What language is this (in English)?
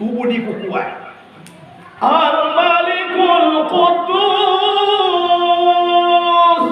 Minangkabau